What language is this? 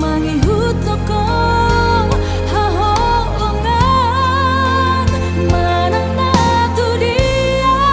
Batak Toba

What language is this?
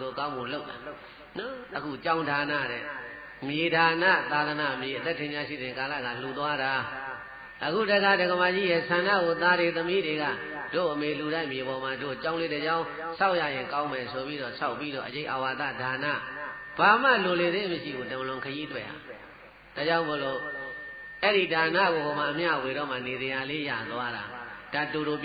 Burmese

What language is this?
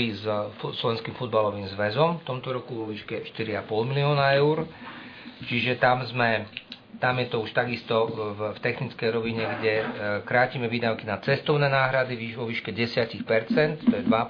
Slovak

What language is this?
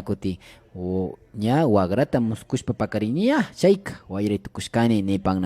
Imbabura Highland Quichua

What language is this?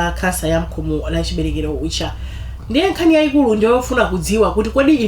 Nyanja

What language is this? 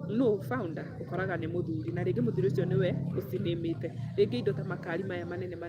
Kikuyu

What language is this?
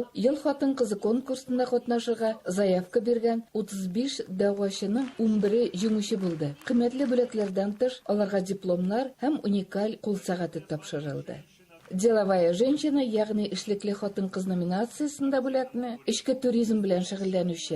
Tatar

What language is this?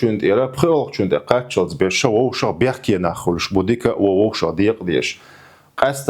Chechen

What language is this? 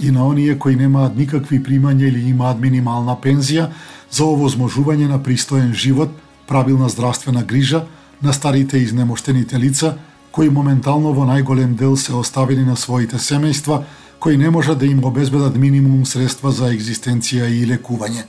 Macedonian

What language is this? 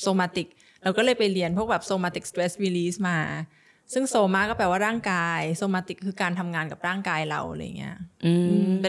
Thai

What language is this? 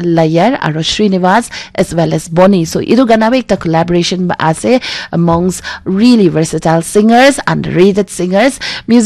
Naga Pidgin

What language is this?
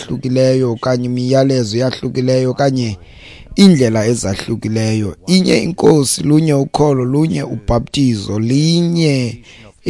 Xhosa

